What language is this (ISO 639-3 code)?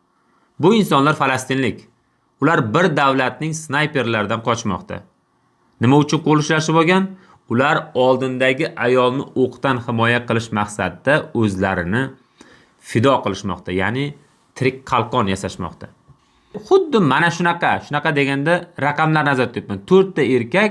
uzb